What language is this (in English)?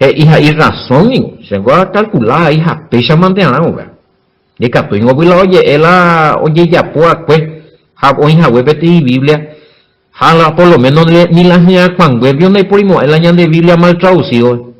Guarani